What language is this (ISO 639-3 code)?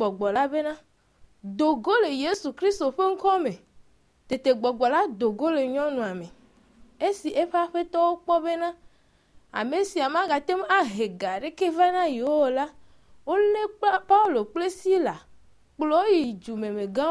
ewe